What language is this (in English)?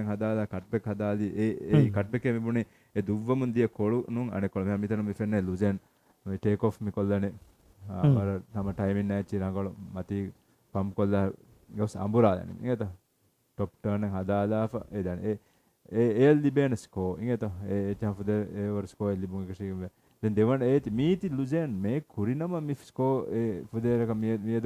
Divehi